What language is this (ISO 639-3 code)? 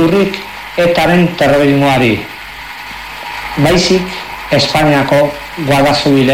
eus